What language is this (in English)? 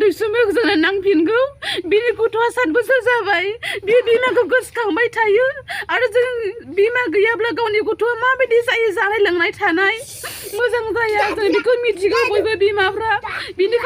Bodo